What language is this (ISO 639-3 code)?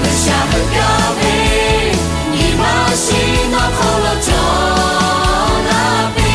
lhu